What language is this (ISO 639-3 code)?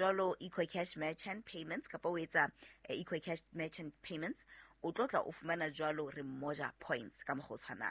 sot